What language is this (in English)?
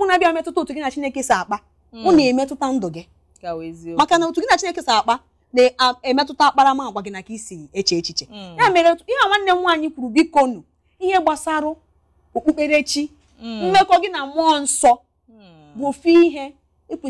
Igbo